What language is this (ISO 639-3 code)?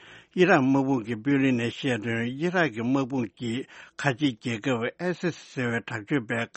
bod